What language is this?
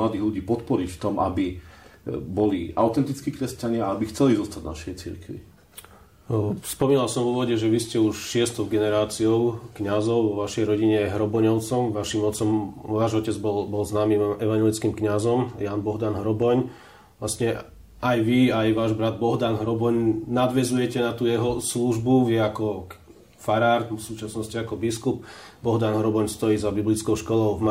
Slovak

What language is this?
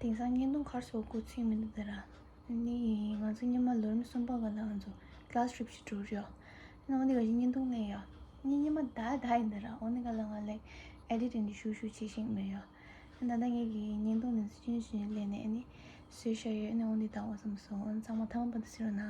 Tibetan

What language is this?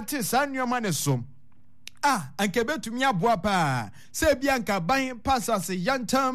Akan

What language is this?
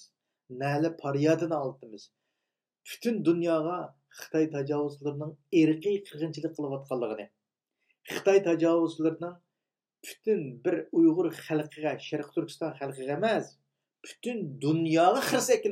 Uyghur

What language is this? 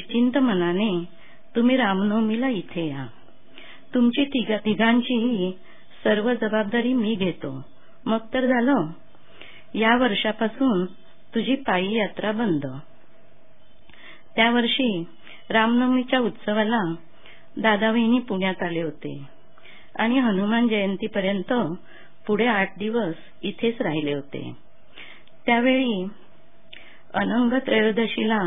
Marathi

